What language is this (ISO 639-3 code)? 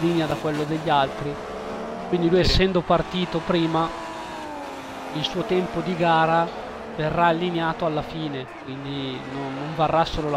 ita